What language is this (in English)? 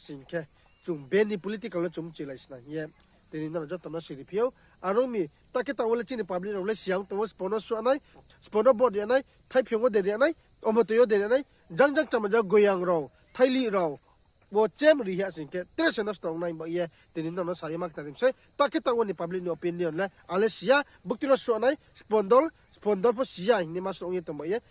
Riang (India)